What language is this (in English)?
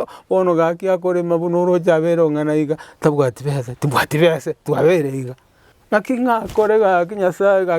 Gusii